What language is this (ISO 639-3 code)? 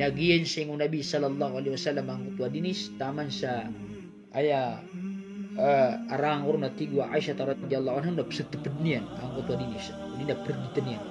mrw